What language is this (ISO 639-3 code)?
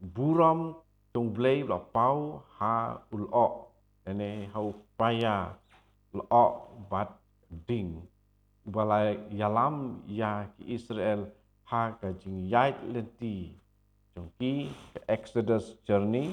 kha